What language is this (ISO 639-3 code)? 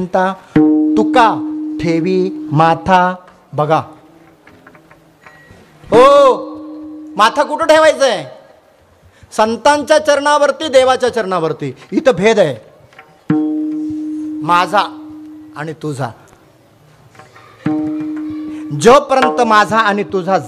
mar